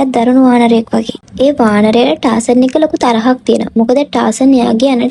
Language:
Sinhala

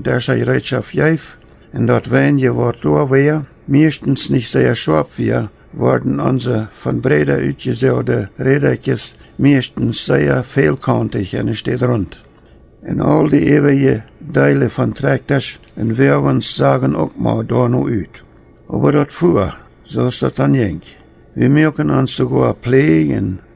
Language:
Plautdietsch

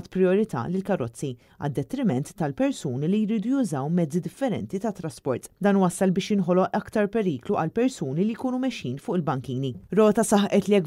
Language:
Maltese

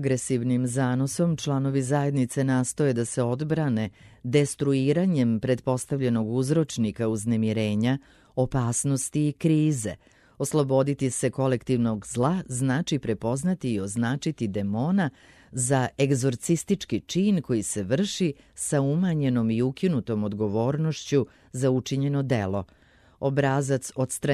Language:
Serbian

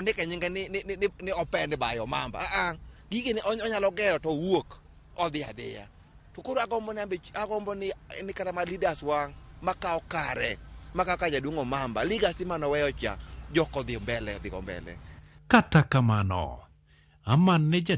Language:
Luo (Kenya and Tanzania)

